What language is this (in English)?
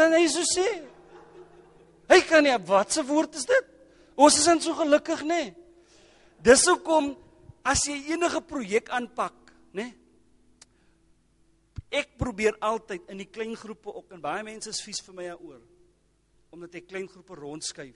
Afrikaans